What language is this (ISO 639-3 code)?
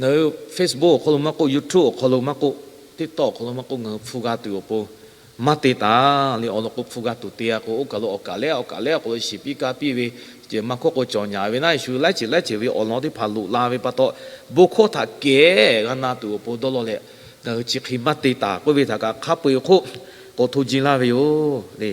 lhu